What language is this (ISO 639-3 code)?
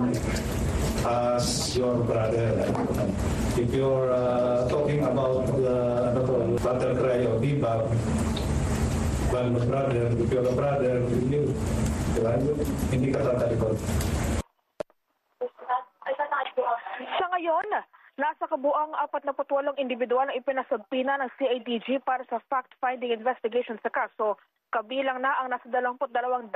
fil